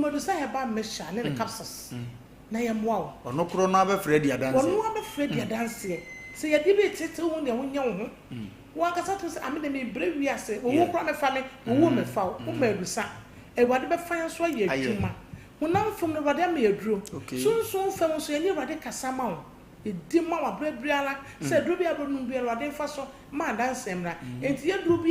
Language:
Akan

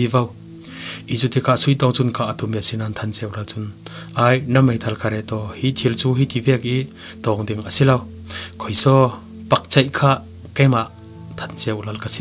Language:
Falam Chin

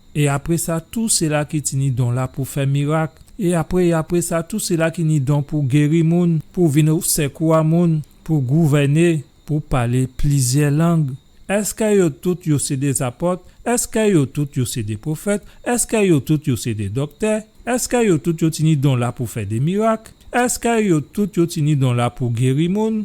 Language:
Guadeloupean Creole French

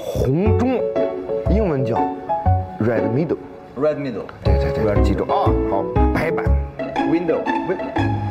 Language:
Chinese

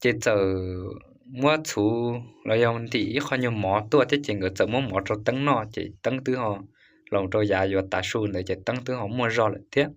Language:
Hmong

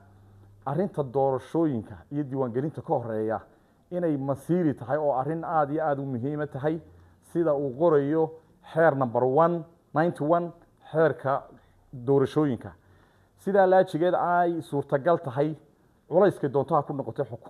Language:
Somali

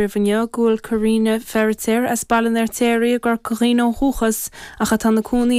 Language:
Irish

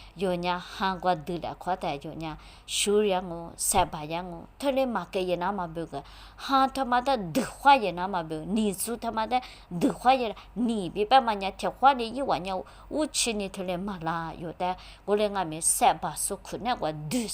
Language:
Lisu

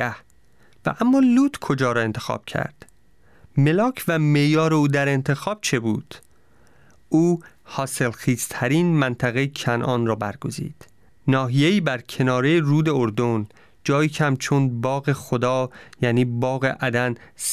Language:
Persian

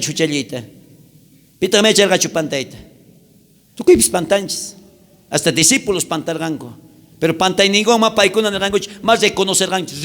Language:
South Bolivian Quechua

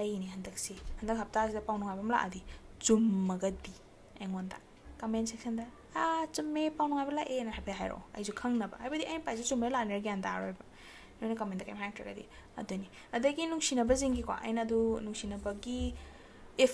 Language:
Manipuri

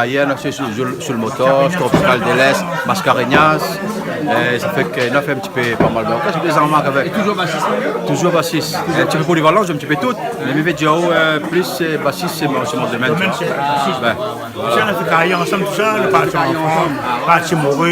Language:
Réunion Creole French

